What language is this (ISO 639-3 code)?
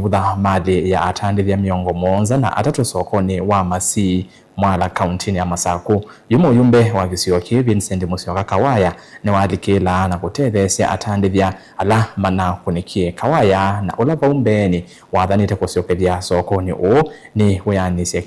kam